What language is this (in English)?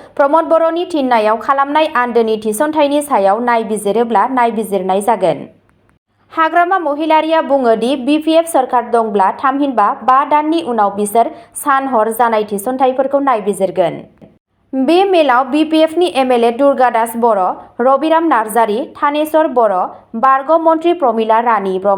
Bodo